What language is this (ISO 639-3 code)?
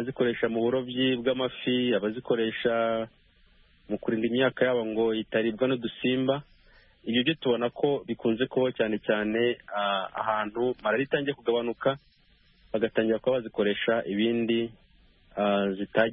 kin